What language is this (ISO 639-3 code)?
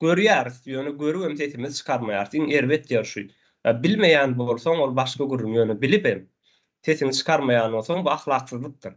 tuk